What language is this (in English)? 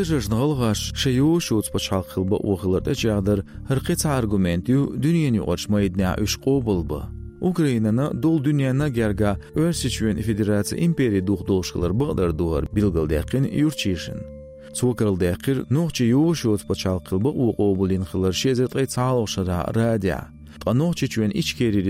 Chechen